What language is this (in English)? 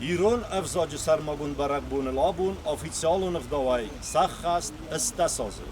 Ossetic